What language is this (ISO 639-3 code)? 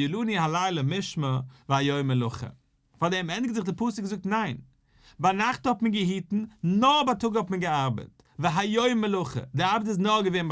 yid